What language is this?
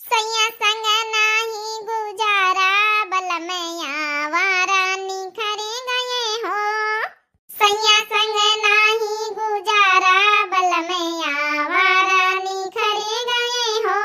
Awadhi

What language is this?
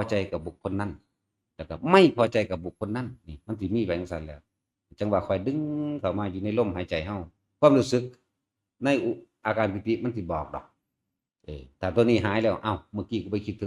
Northeastern Thai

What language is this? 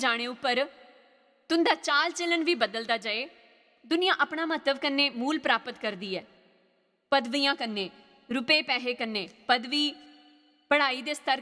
Dogri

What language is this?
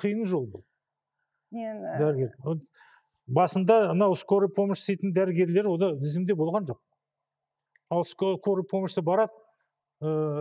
Kazakh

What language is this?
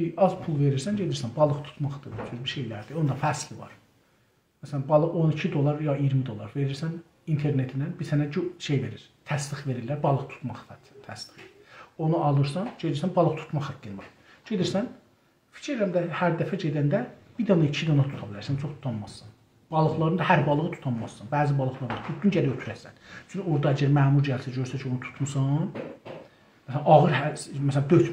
South Azerbaijani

